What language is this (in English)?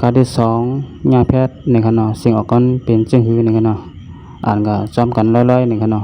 Shan